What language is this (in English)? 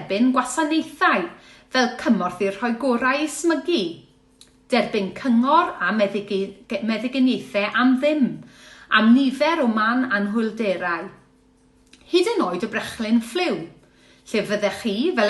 Welsh